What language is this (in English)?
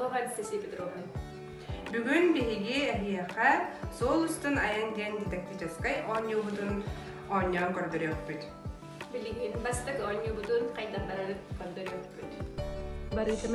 Yakut